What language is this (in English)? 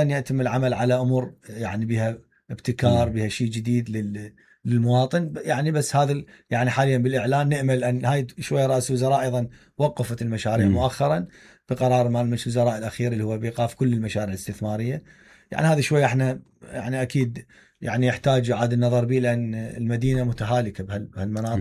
Mesopotamian Arabic